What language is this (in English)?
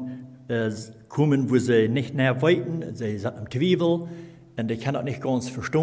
Plautdietsch